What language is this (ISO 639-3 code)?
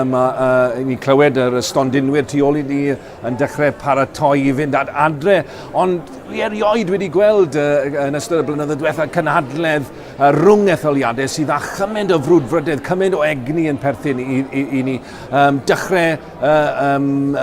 cym